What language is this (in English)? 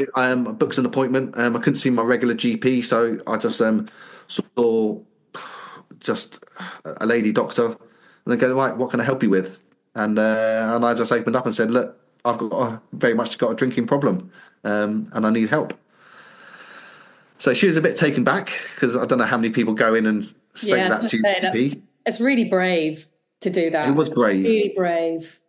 English